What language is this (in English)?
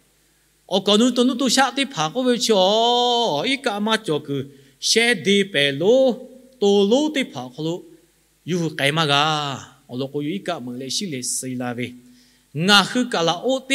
Lahu